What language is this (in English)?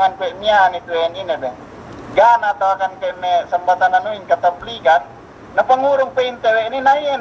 Yakan